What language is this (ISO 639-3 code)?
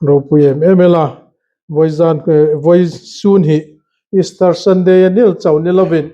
hmr